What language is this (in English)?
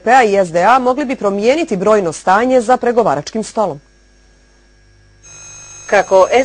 Bosnian